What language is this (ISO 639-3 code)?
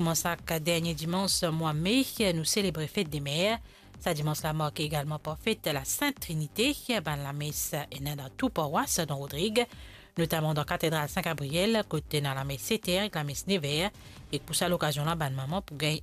mfe